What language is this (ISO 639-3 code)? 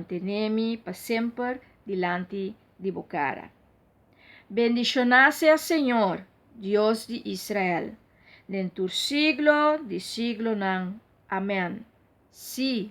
pap